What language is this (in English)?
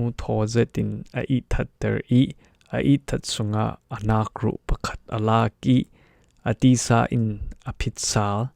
Falam Chin